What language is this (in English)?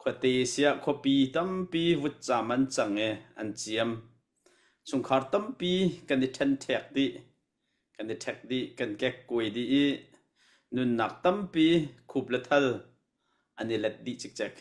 Hakha Chin